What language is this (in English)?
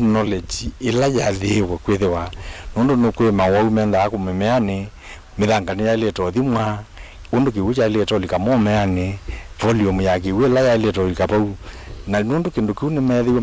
Kamba